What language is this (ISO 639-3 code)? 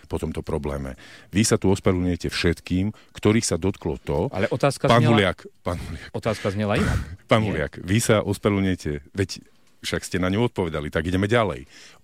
slk